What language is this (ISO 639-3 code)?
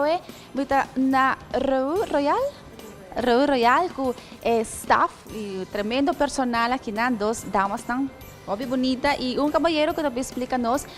pap